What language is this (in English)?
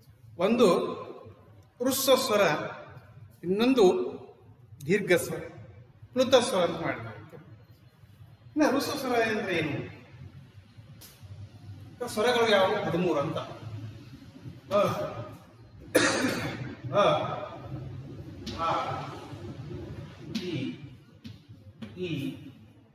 Kannada